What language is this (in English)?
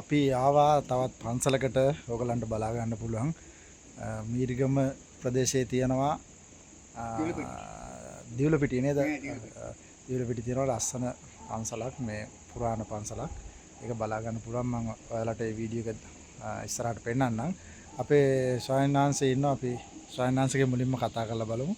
Sinhala